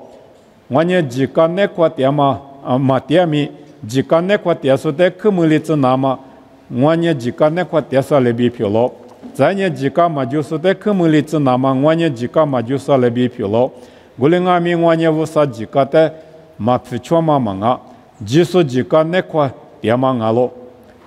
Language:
Lisu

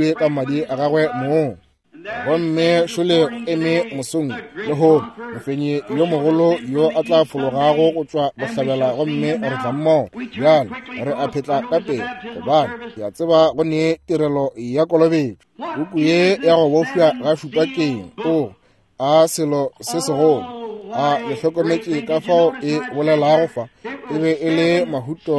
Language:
Northern Sotho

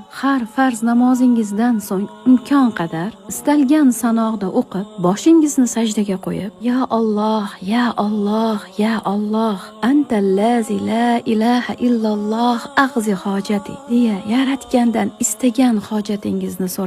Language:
Uzbek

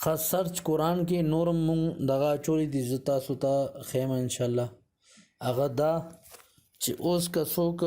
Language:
Pashto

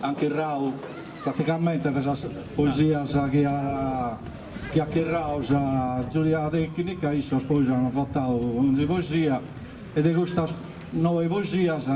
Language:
Sardinian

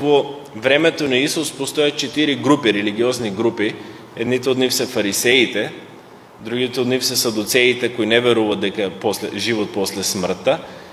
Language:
Macedonian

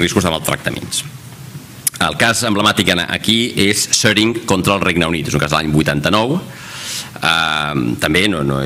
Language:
Catalan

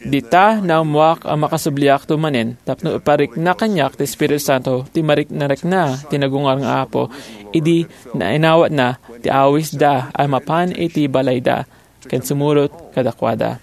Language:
Iloko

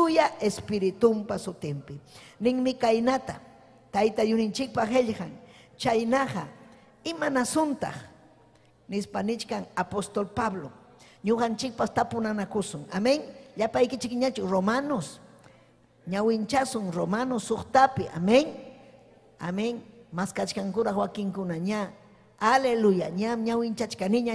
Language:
Ayacucho Quechua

